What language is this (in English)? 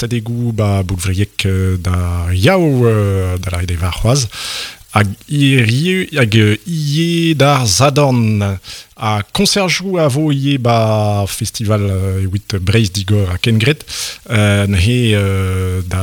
Breton